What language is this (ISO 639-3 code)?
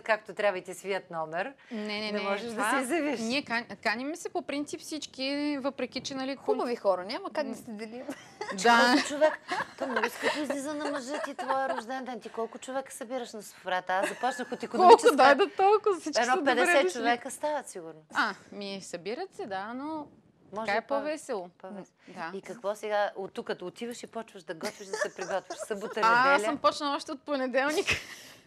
bul